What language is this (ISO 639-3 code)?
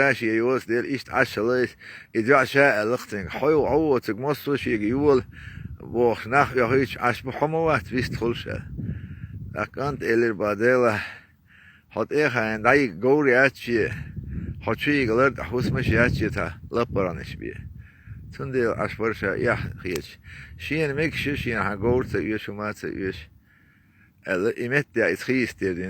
che